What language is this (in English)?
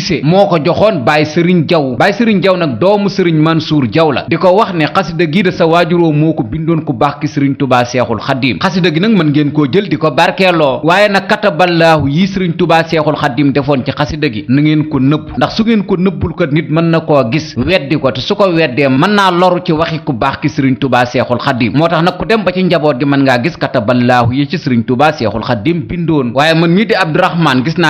Wolof